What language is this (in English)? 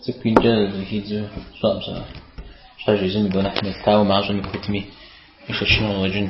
Kabardian